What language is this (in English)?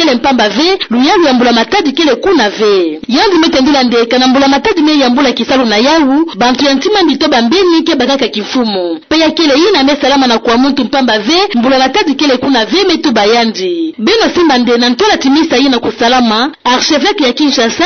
Kituba (Democratic Republic of Congo)